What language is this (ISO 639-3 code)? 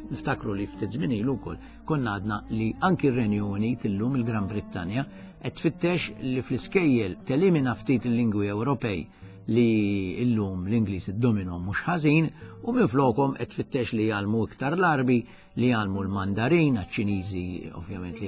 mlt